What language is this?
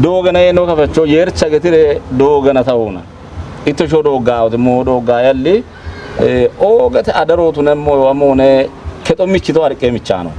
Kafa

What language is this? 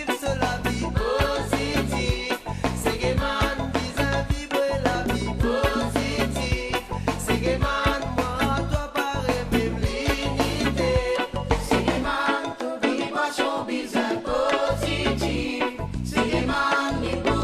Morisyen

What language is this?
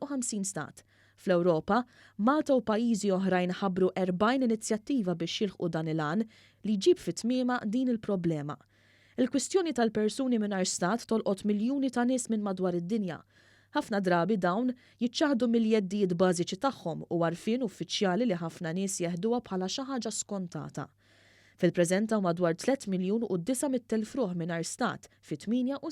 Maltese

